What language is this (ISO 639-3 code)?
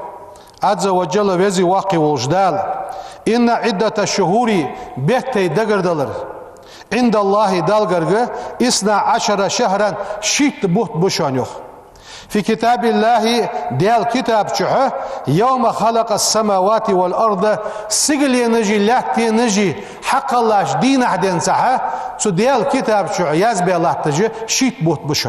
inh